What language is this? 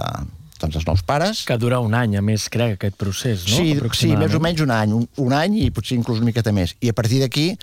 Catalan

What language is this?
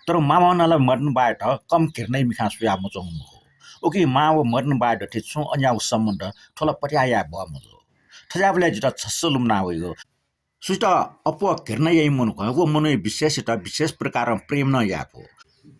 Newari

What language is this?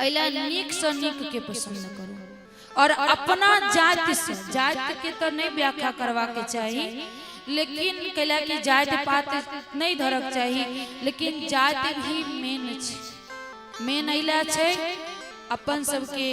Maithili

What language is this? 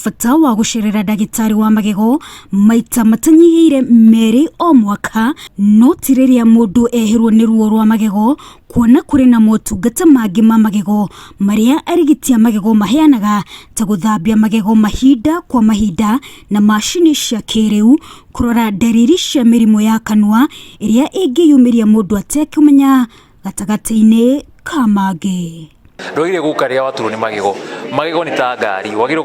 Kikuyu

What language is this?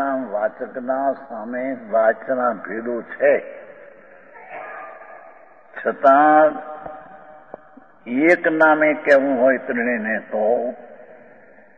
Gujarati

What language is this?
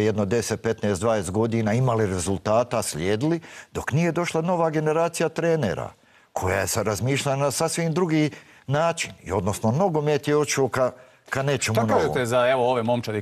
Bosnian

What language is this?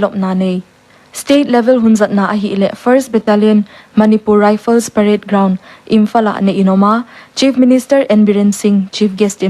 Paite Chin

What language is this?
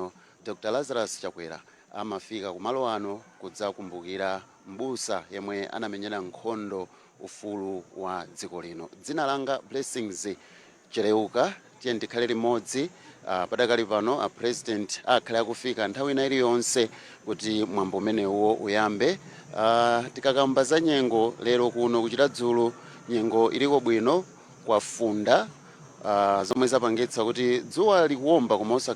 Nyanja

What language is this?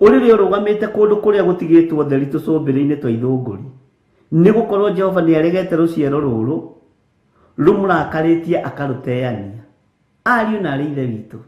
Kikuyu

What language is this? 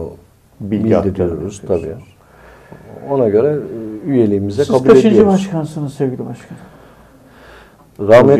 Turkish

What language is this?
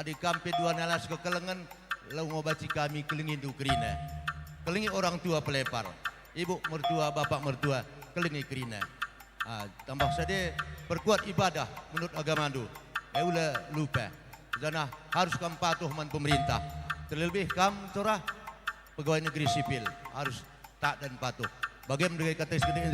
Batak Karo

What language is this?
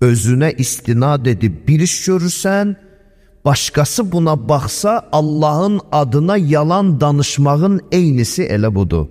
Azerbaijani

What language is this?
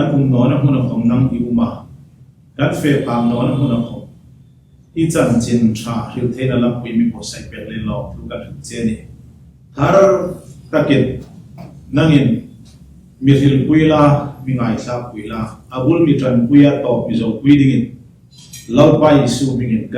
Hmar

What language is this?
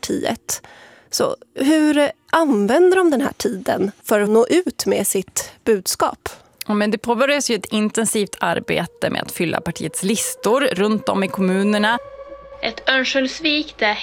Swedish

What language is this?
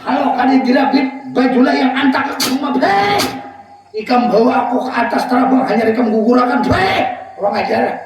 Banjar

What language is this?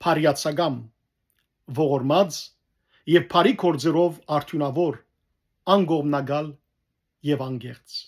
Western Armenian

